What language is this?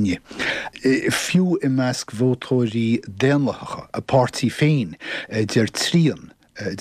Irish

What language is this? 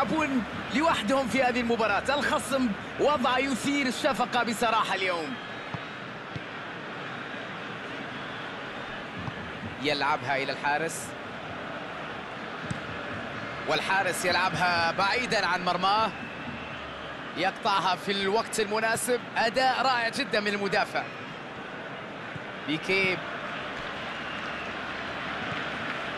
Arabic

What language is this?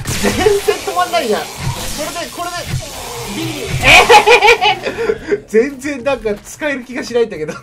Japanese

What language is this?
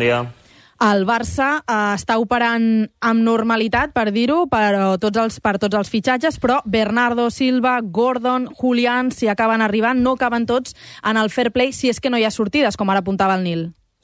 Catalan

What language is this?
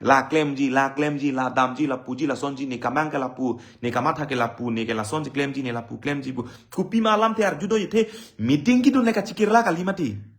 Karbi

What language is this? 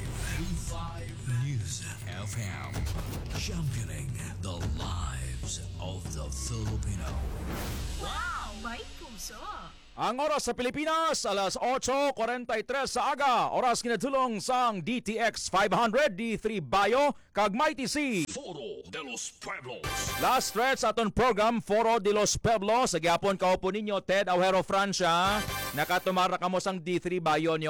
Hiligaynon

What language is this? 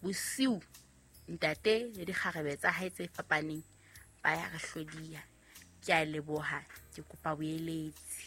Southern Sotho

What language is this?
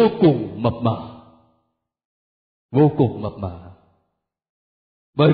Vietnamese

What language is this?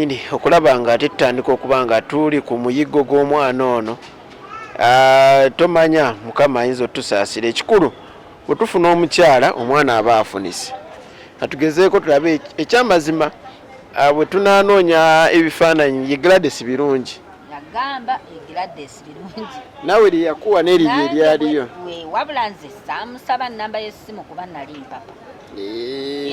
Ganda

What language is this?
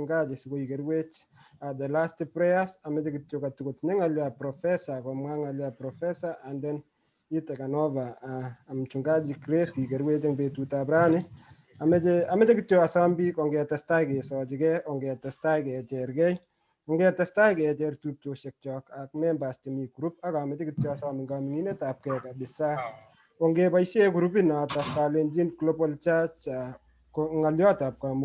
Kalenjin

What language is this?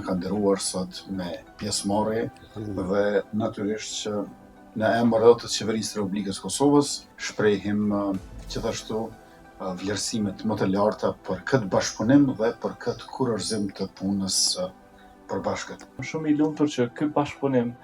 Albanian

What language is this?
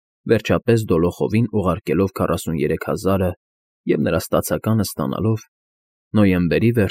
Armenian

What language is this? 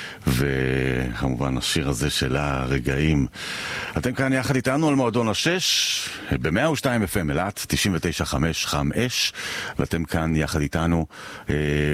Hebrew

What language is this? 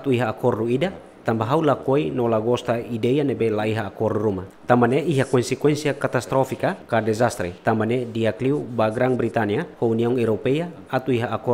Tetum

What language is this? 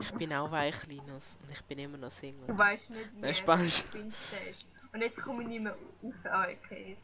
Swiss German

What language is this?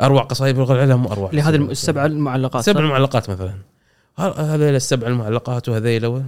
Gulf Arabic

